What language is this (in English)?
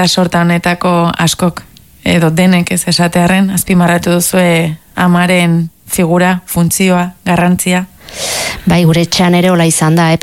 Basque